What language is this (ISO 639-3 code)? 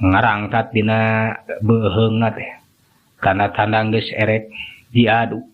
sun